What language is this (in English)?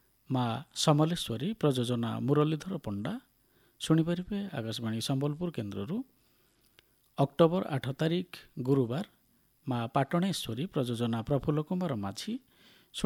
Odia